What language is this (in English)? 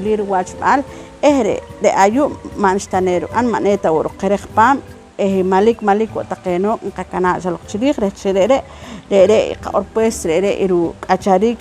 Poqomchi'